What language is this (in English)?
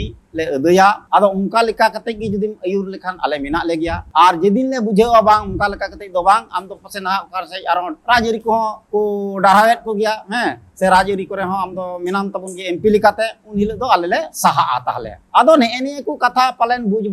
Santali